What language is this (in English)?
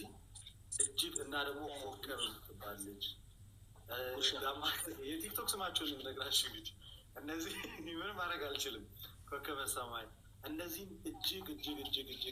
Amharic